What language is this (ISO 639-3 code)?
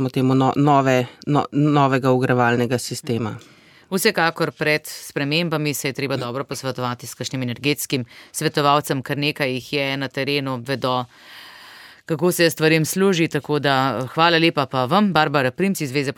slv